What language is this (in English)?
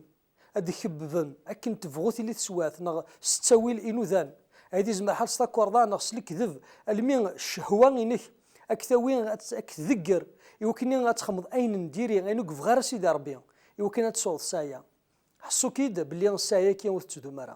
Kabyle